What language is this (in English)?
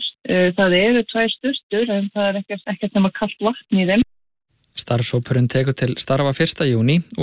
Icelandic